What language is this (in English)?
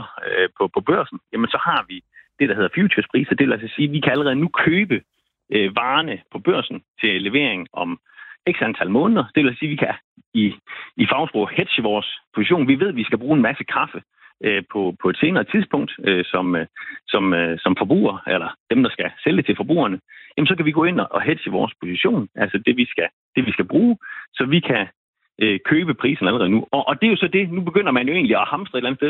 Danish